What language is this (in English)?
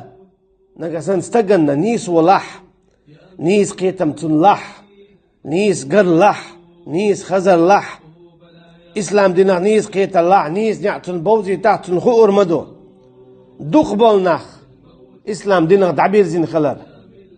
Chechen